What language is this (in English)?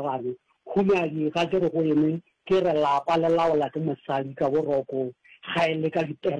Northern Sotho